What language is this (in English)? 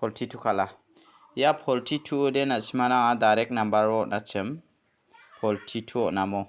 Garo